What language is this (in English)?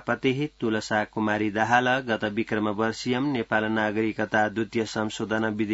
Sanskrit